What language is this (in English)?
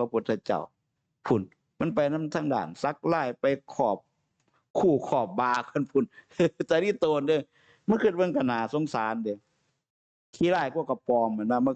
Northeastern Thai